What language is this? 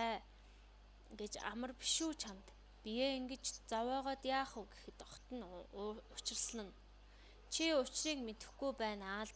Mongolian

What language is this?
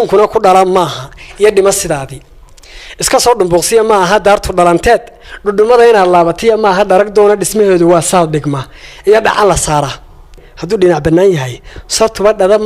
Somali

